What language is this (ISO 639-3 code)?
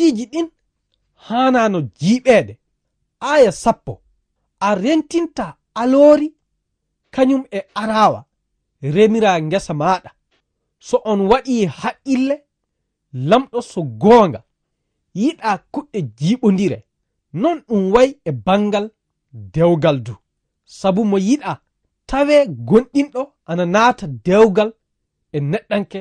ful